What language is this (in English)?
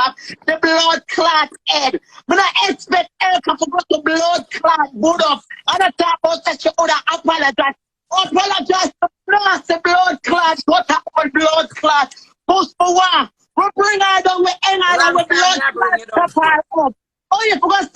Jamaican Creole English